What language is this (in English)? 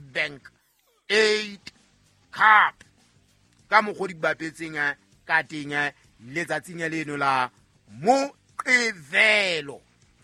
Southern Sotho